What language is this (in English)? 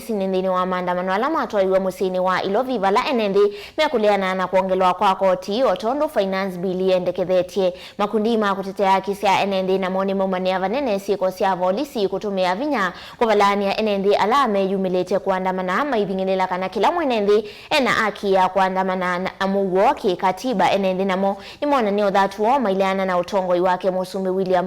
Kamba